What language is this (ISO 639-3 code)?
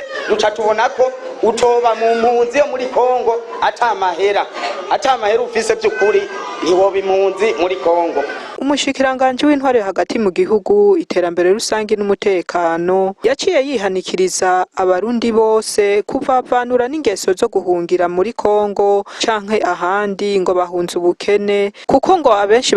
run